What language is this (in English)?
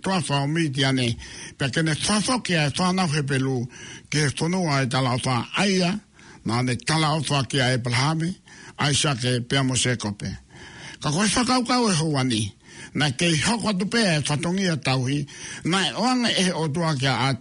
Tongan